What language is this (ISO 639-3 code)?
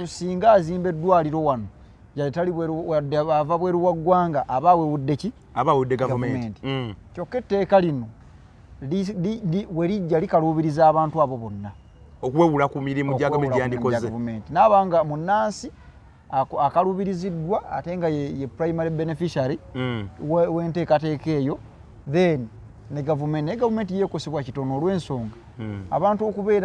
lug